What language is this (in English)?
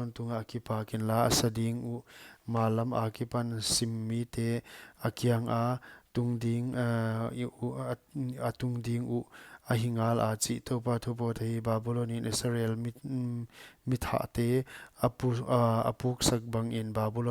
Paite Chin